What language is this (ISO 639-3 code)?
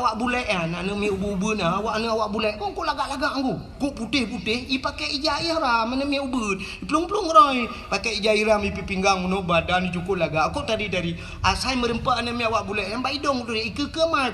ace